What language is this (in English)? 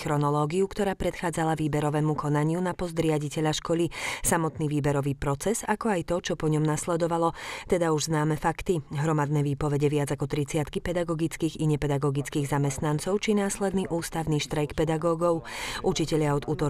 Slovak